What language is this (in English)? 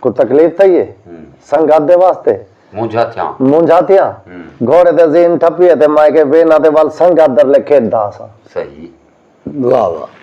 Saraiki